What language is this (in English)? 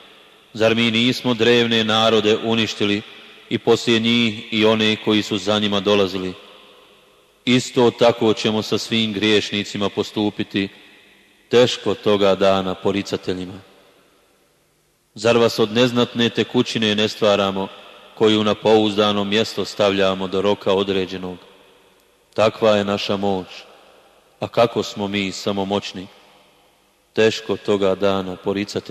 Bosnian